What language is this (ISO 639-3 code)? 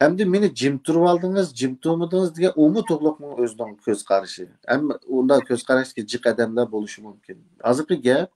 uig